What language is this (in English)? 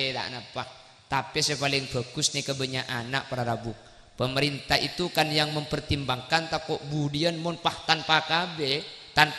Madurese